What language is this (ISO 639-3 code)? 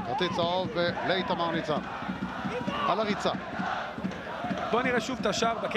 heb